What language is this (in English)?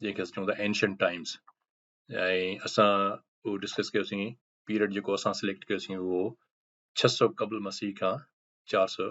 Sindhi